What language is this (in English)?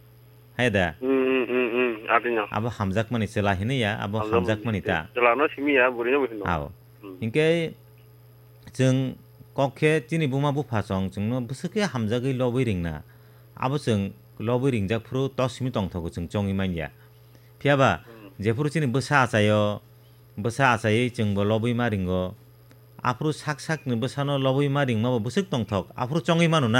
Kok Borok